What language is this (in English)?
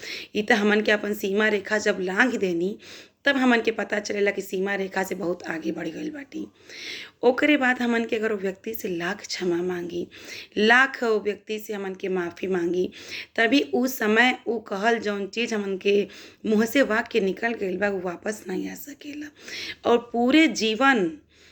Bhojpuri